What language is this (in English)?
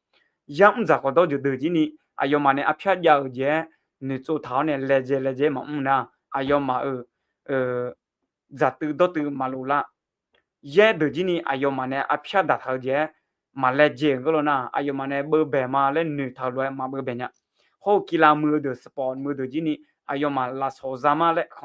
Akha